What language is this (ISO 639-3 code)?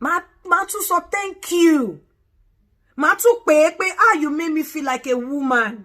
yor